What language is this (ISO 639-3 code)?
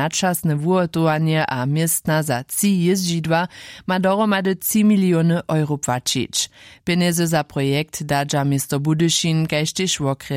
hsb